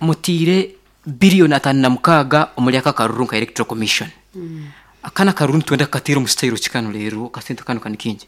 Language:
Nyankole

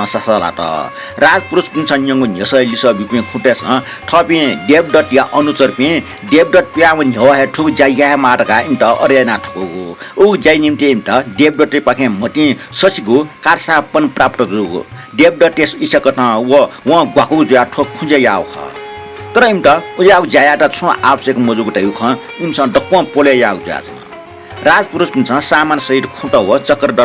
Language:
Newari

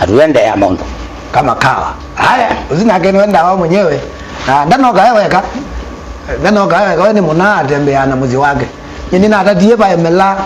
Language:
Kamba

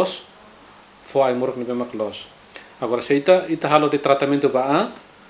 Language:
Tetum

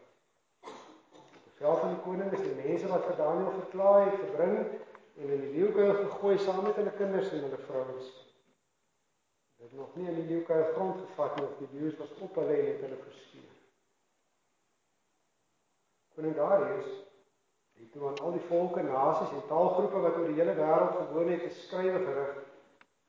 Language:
Afrikaans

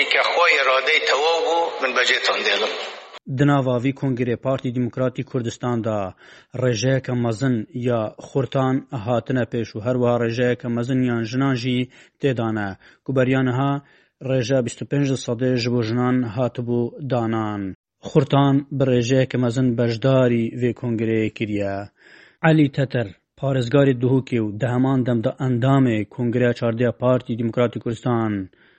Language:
Kurdish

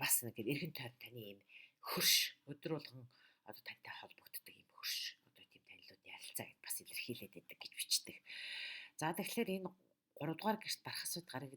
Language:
Mongolian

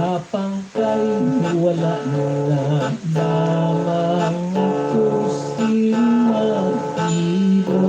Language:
Hiligaynon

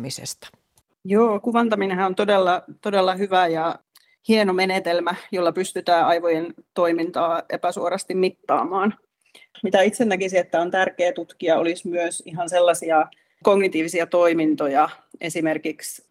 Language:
Finnish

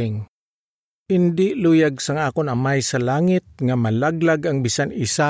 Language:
Hiligaynon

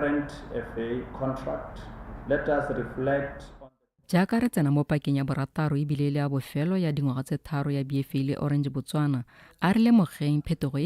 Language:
Tswana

